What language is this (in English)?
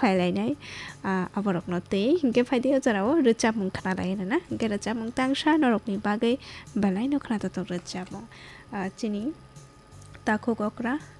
Kok Borok